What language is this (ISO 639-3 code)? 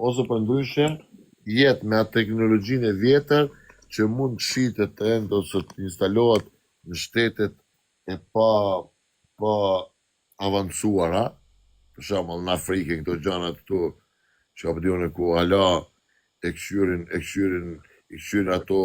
sqi